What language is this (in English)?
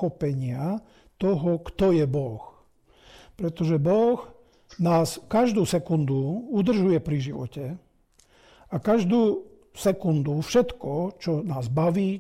Slovak